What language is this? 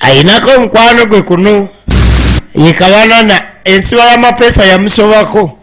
Ganda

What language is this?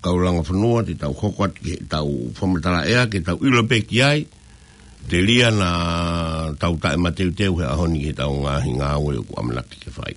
Tongan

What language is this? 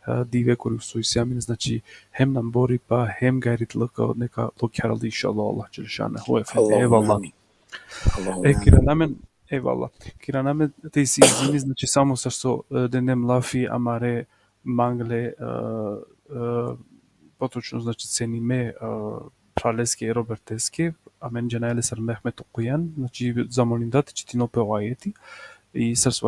Balkan Romani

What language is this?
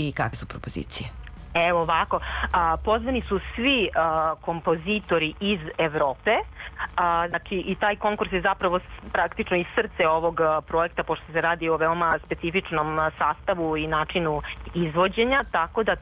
Serbian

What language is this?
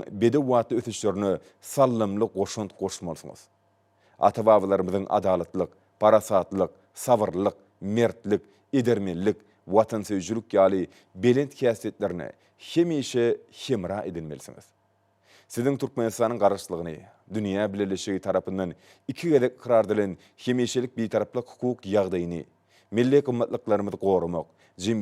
Turkmen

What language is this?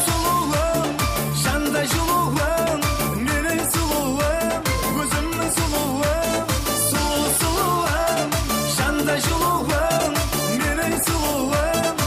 Kara-Kalpak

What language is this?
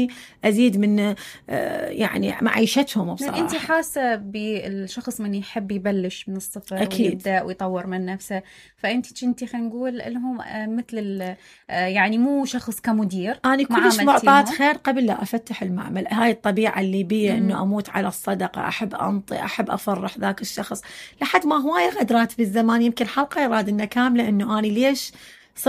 Mesopotamian Arabic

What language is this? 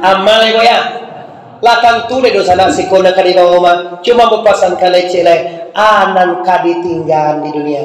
Minangkabau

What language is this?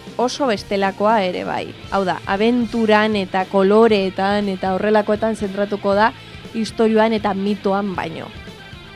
Basque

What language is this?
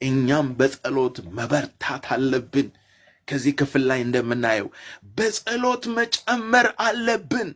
Amharic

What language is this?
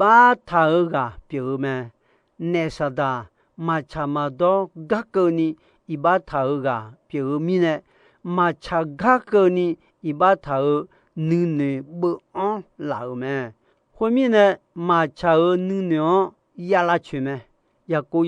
Akha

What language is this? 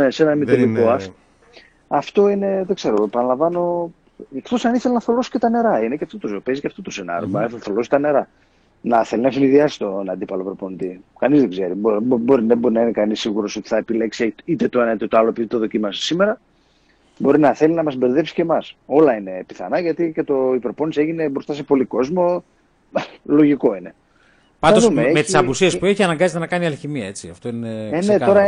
Greek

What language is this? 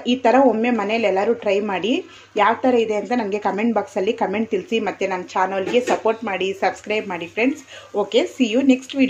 Kannada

